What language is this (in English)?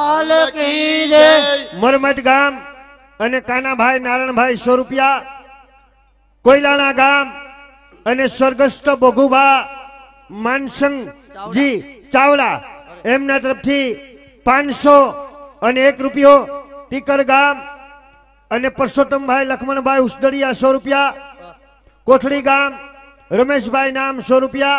Gujarati